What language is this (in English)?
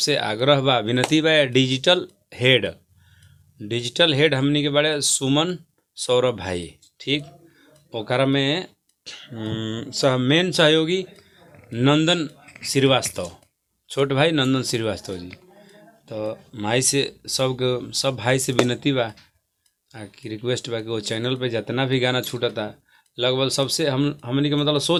Bhojpuri